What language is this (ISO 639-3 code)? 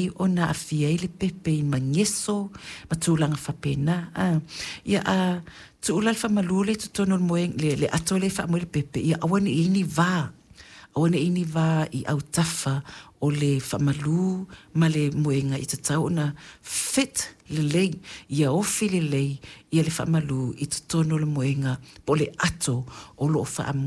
smo